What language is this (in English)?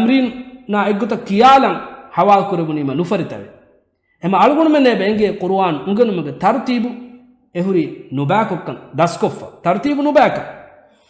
Divehi